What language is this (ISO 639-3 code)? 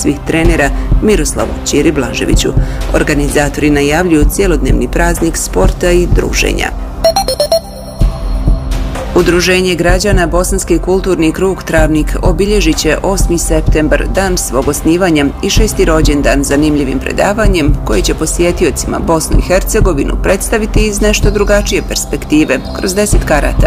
bos